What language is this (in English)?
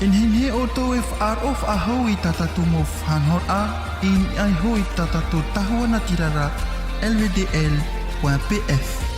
Tahitian